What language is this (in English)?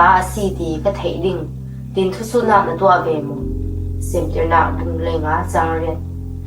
Falam Chin